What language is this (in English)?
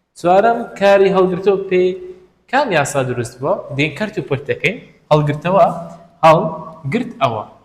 Central Kurdish